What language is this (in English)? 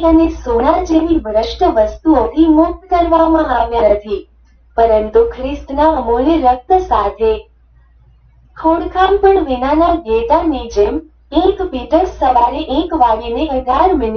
Gujarati